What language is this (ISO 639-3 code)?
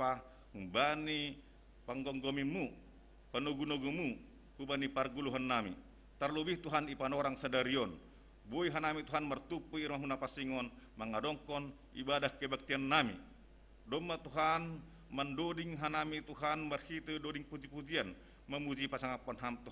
bts